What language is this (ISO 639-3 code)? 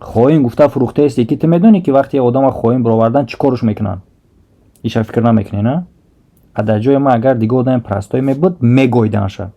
tgk